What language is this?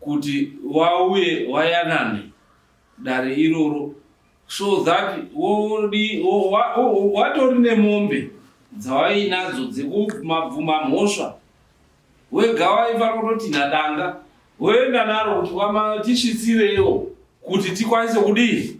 Shona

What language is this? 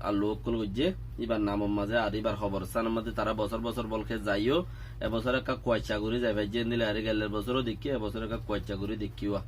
Rohingya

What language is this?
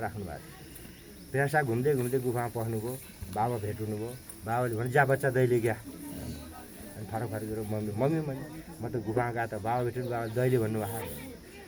Nepali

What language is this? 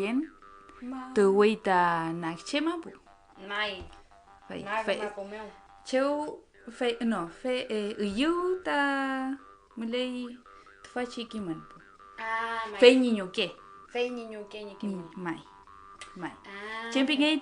Mapuche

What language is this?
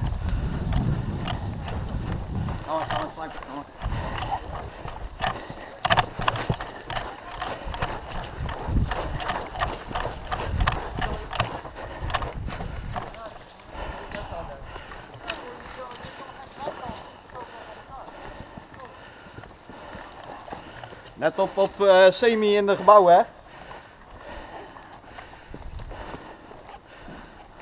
Dutch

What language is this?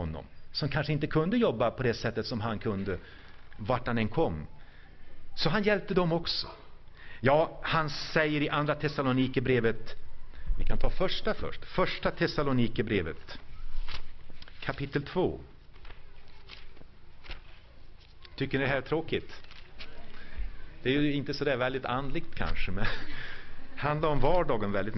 Swedish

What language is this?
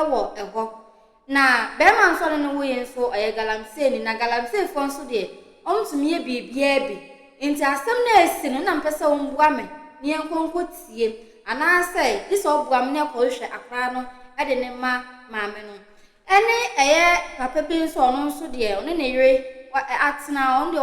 Akan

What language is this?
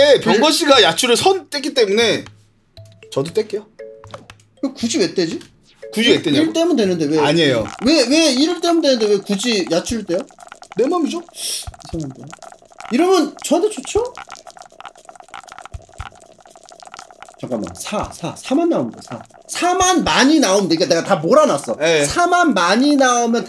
Korean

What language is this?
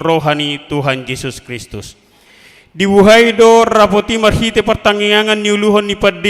Batak Toba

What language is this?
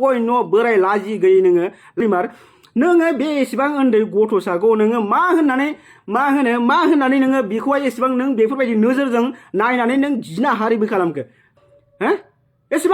Bodo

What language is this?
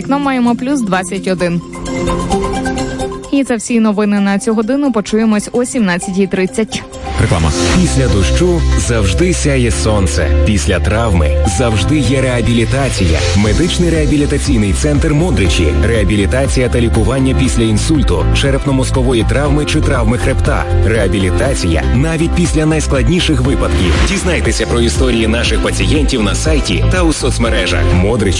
Ukrainian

